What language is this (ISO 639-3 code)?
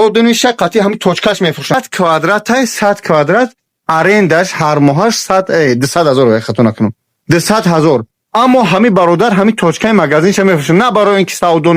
tgk